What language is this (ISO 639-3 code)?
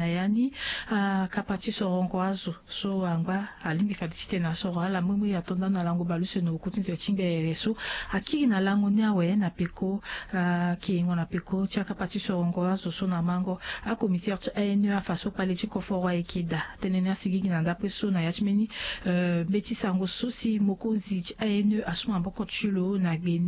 sag